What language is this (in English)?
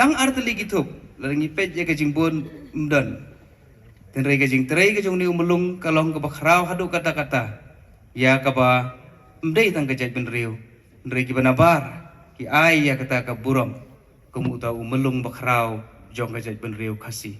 Khasi